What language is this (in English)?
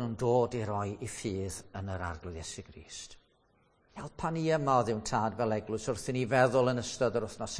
Welsh